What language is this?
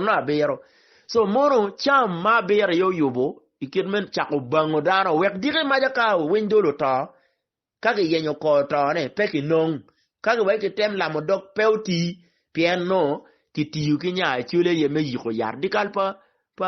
Acoli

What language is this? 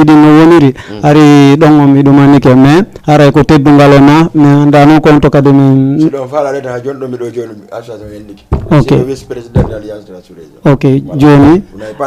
Fula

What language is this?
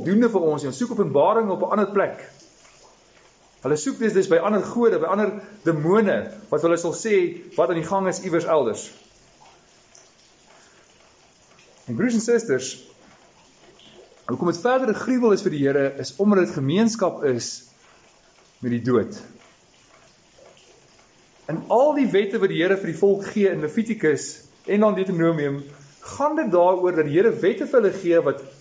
Afrikaans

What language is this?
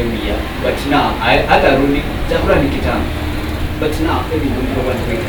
Gusii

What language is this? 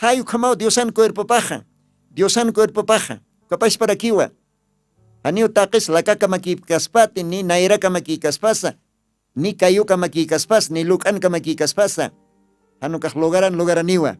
Aymara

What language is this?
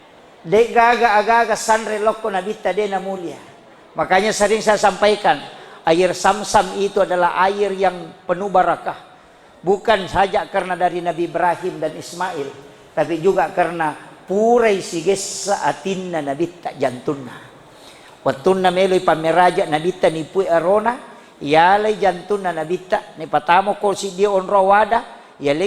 Buginese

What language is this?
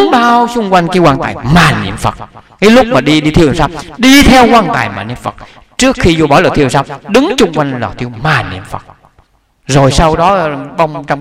Vietnamese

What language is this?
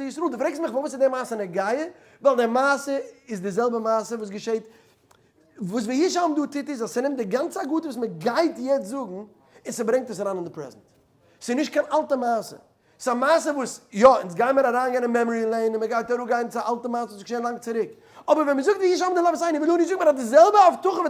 Yiddish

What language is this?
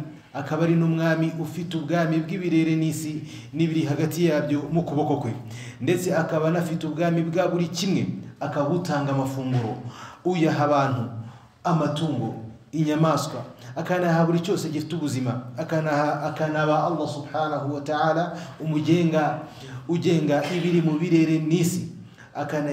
Kinyarwanda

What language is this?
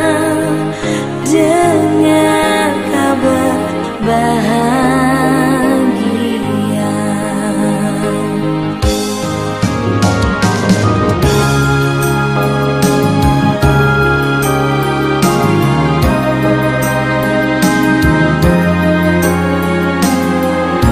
Indonesian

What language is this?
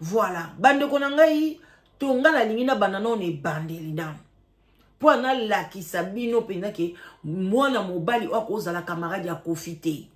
Lingala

